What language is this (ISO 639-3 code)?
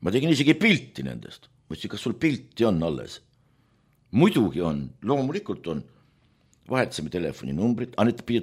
est